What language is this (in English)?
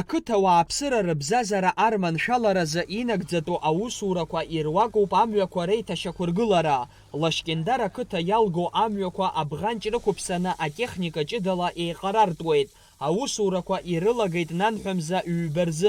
Abkhazian